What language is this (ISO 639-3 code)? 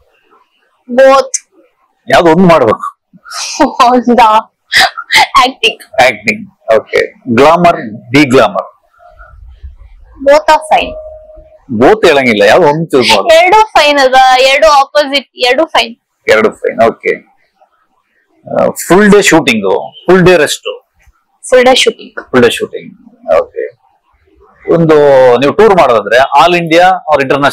kan